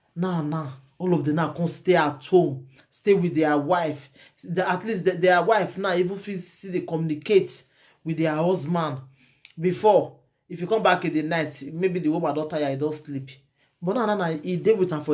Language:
Nigerian Pidgin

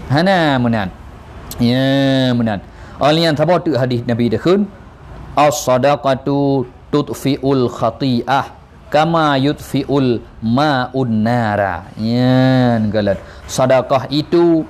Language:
Achinese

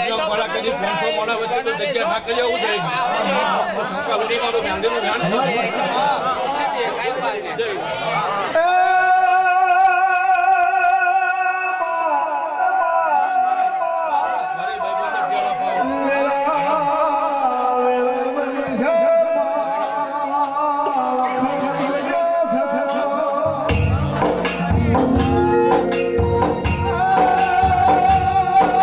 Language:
Gujarati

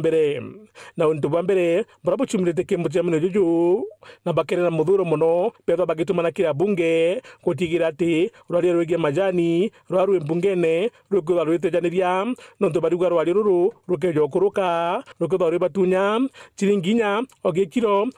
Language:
Meru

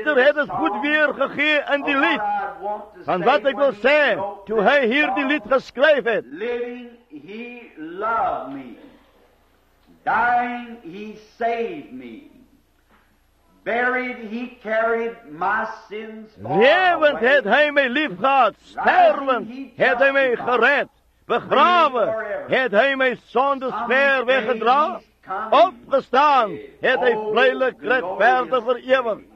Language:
Afrikaans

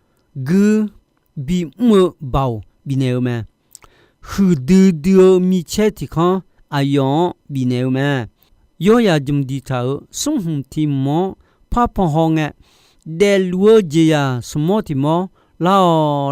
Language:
Akha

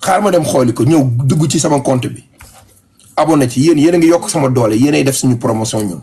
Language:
Wolof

